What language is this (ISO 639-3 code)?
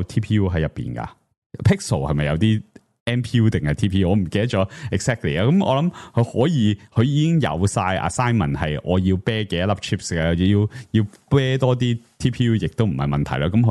yue